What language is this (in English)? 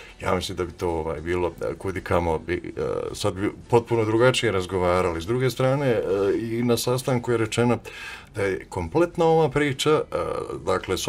Bosnian